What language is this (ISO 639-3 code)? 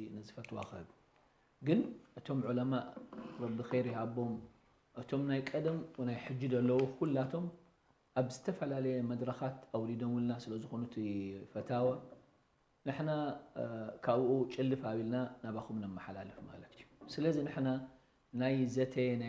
tir